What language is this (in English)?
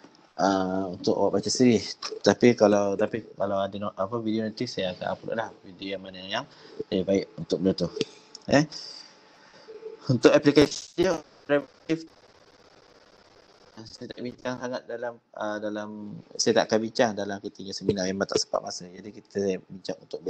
Malay